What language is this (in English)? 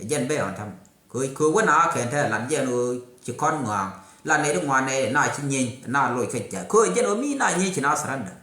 Nuer